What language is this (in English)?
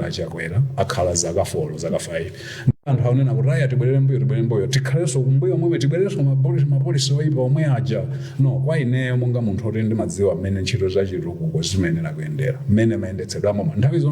Nyanja